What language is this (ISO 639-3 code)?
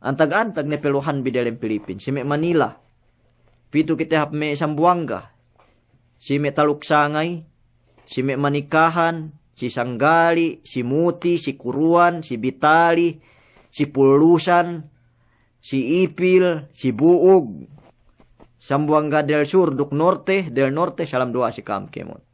yka